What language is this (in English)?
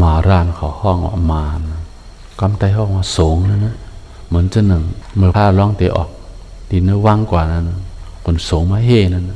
Shan